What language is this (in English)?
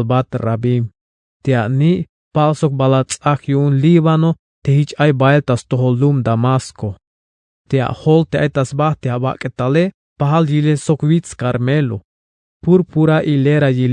Tzeltal